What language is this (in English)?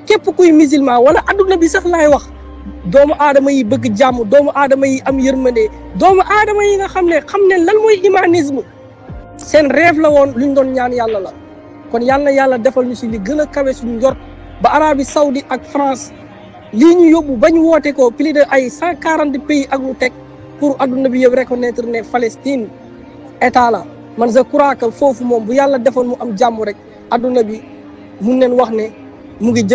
Wolof